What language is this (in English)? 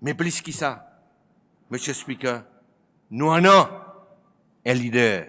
Seselwa Creole French